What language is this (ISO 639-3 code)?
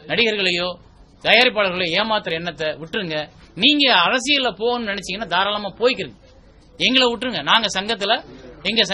tam